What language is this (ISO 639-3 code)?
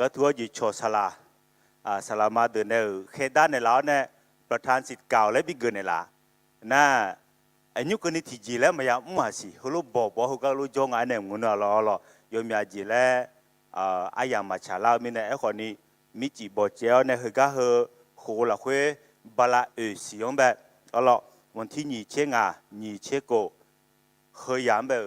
ahk